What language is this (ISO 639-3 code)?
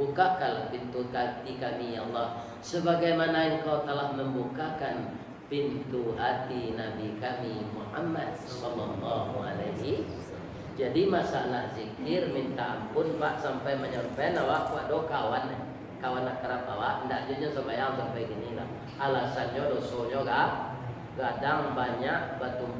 min